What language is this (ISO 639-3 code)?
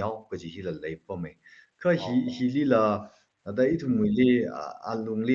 nmf